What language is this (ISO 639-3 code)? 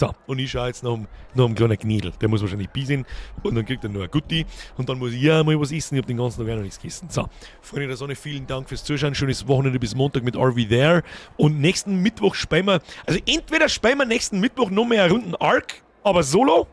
bar